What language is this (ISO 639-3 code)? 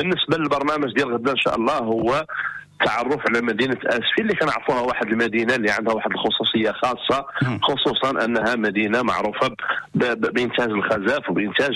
ary